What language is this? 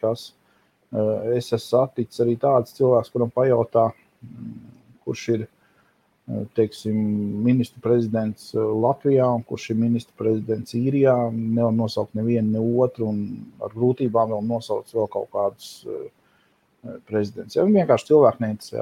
Latvian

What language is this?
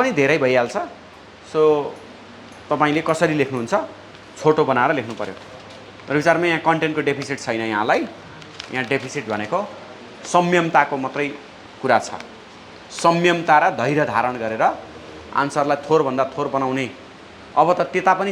Nepali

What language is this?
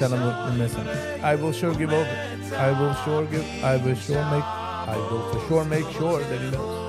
Yiddish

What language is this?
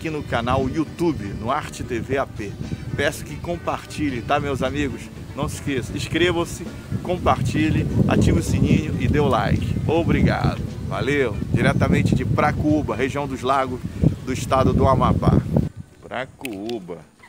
Portuguese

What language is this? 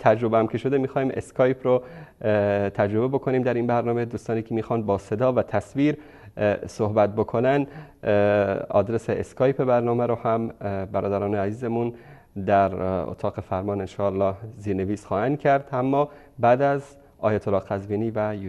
Persian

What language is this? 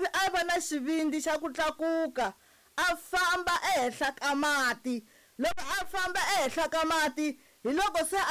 Tsonga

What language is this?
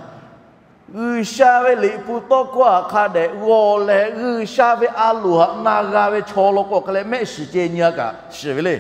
Lahu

